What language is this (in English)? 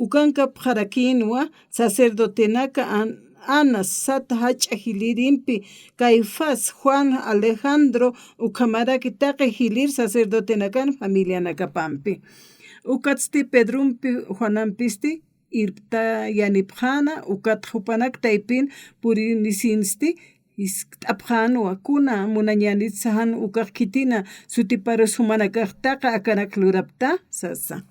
Aymara